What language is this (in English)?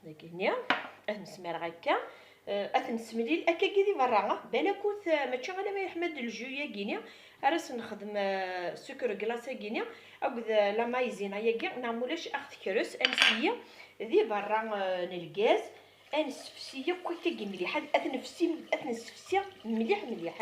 Kabyle